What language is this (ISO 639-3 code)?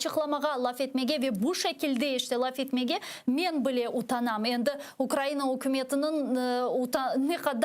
crh